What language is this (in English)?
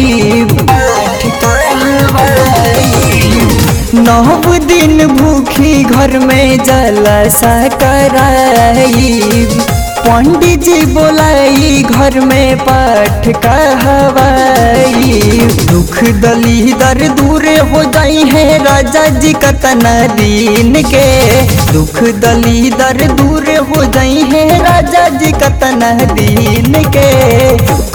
Bhojpuri